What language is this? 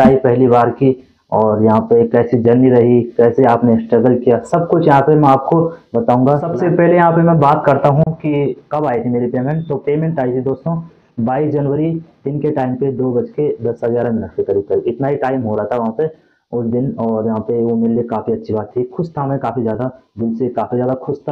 Hindi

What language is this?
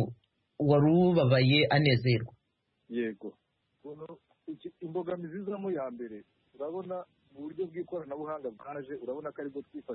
Kinyarwanda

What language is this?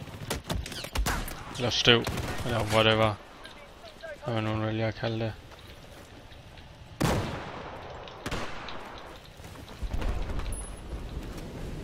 Danish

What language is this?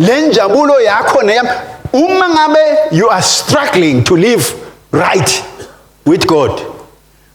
Swati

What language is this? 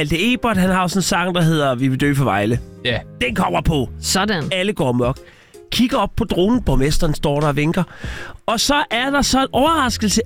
Danish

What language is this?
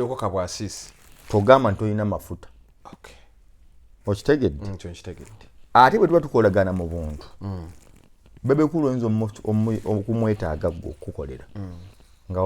Ganda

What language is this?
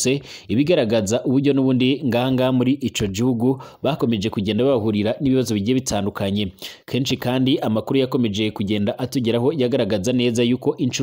Rundi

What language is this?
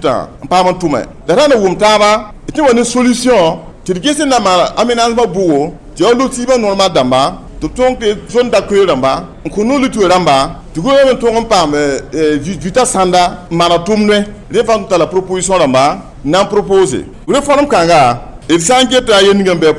Mossi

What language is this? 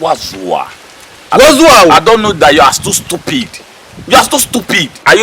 Bini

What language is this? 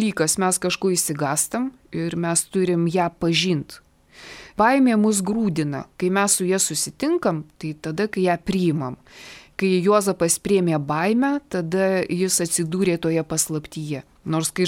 Lithuanian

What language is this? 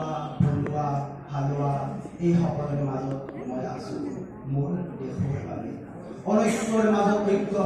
Assamese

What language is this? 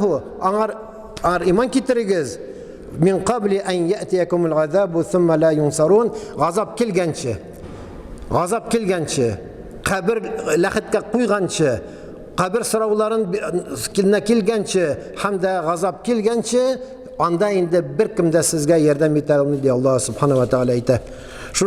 Tatar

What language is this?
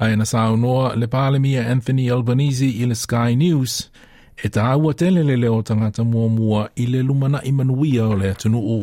Samoan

